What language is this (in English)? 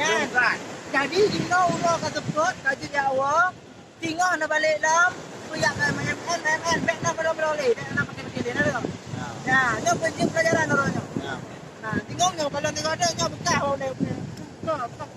Achinese